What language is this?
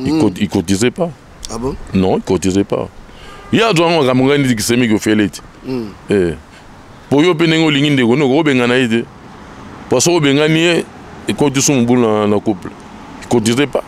Lingala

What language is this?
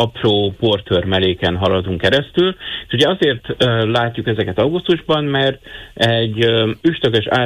Hungarian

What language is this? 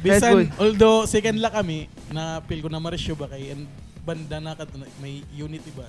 Waray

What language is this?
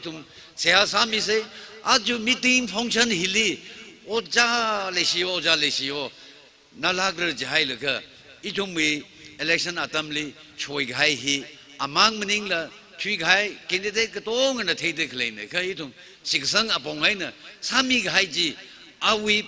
Tangkhul Naga (India)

